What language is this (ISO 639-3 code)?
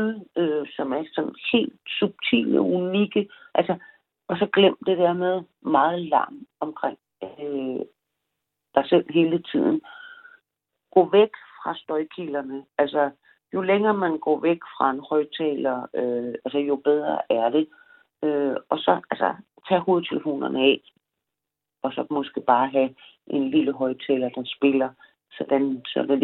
dan